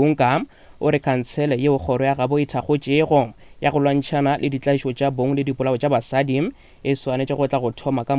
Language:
Northern Sotho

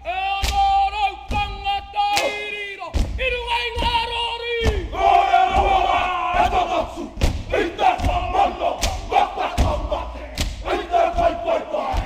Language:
Māori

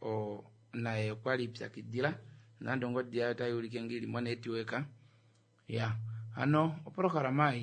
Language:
Kuanyama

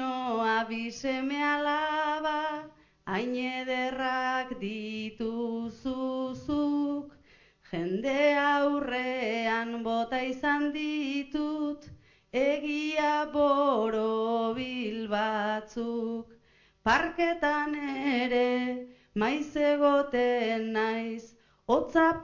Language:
Basque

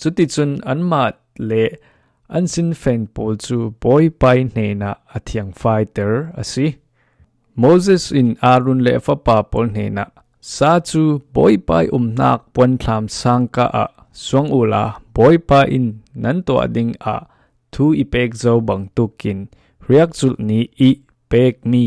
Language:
Falam Chin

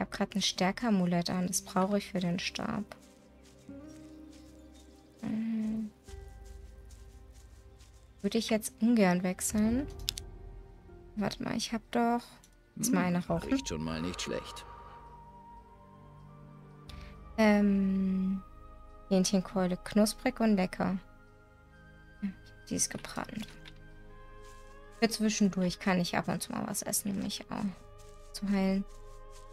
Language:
German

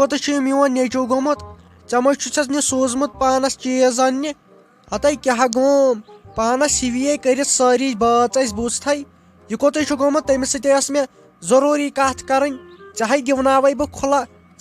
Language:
Kashmiri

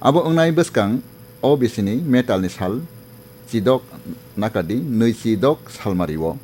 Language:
Kok Borok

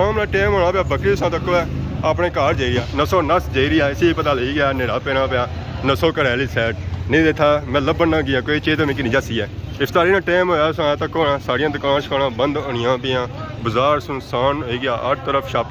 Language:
Pahari-Potwari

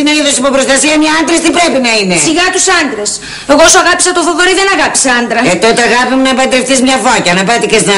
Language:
Greek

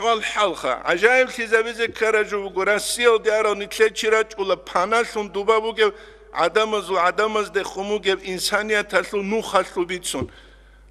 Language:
Avaric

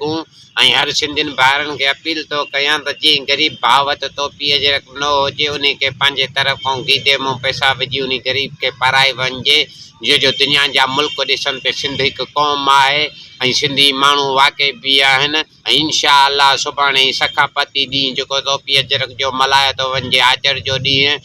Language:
Sindhi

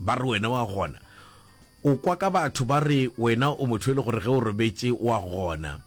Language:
Northern Sotho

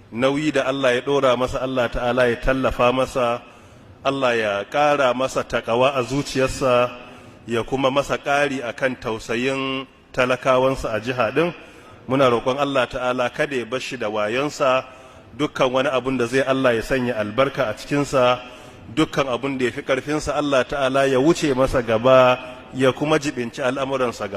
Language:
Hausa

